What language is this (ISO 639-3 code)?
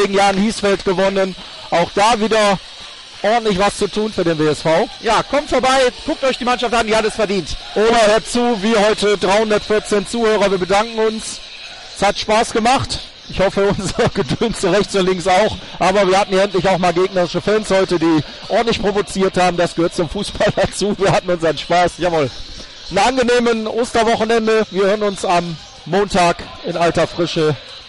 deu